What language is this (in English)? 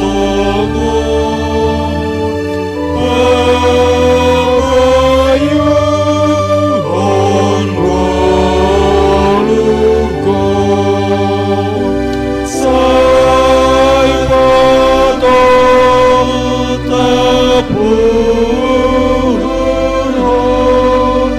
Batak Simalungun